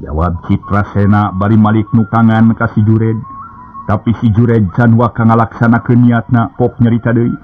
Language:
Sundanese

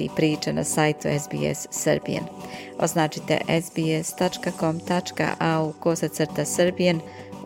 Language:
Serbian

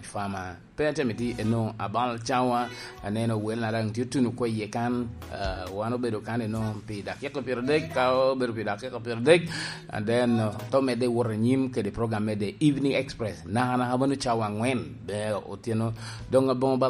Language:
Lango (Uganda)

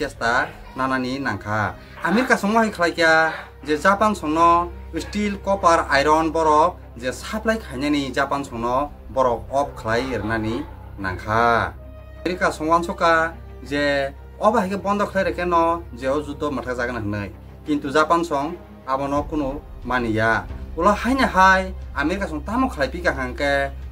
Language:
Kok Borok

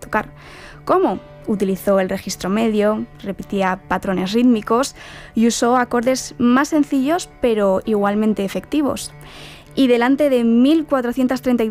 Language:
Spanish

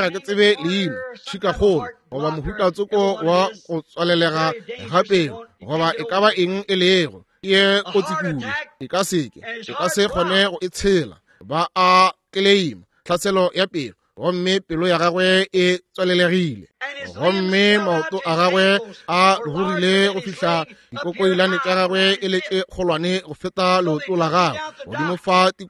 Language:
Northern Sotho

